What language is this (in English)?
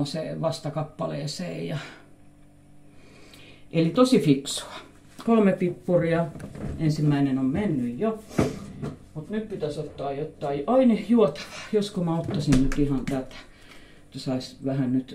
Finnish